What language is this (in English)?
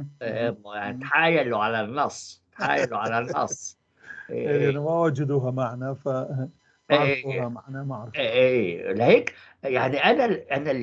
North Levantine Arabic